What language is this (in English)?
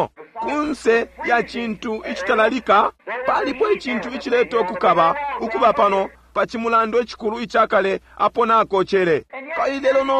Bemba